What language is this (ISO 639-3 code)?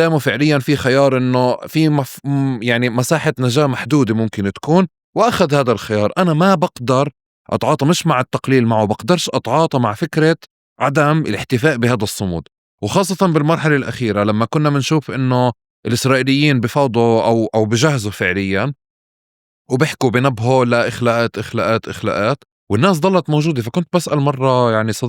apc